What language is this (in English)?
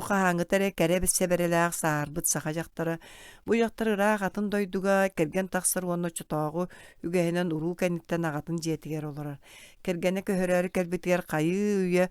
Yakut